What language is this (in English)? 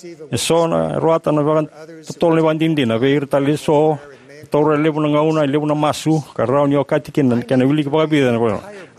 Fijian